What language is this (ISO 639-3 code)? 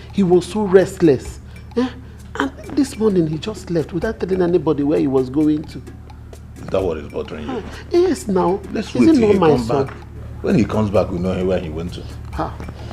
pcm